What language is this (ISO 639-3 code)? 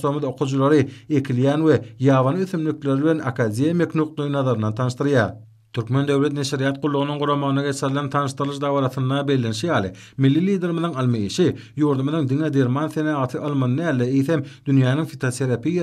tuk